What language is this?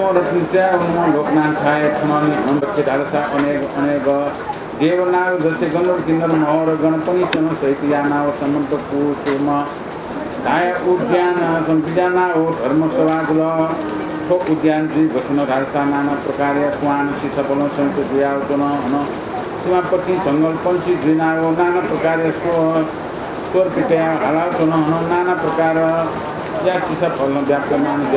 Newari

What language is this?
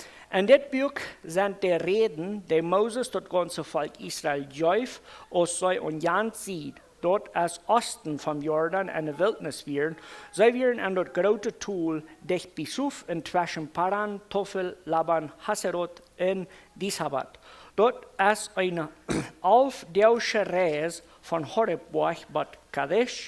Plautdietsch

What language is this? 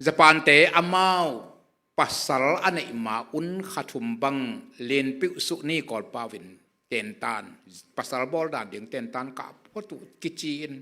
Tedim Chin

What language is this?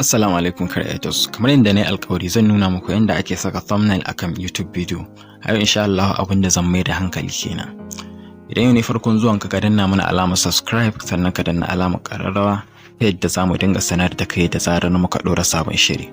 Hausa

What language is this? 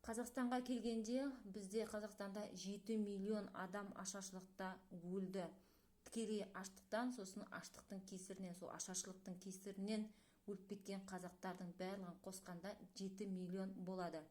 Kazakh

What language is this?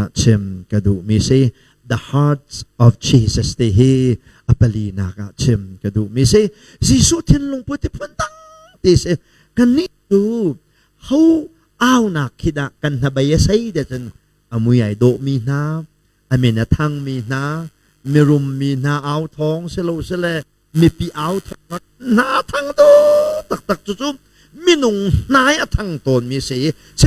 Hakha Chin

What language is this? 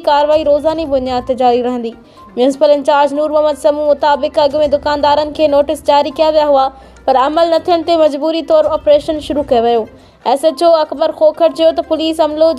Sindhi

